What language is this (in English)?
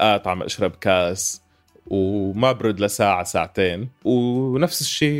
North Levantine Arabic